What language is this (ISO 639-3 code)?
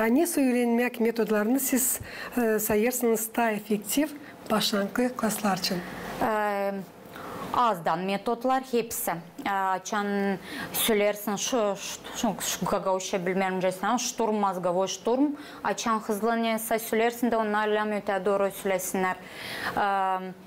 gag